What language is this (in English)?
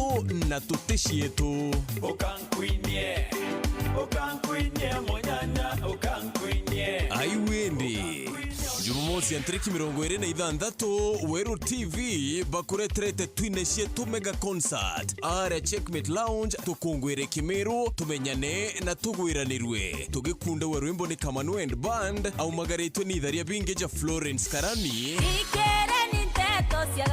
Meru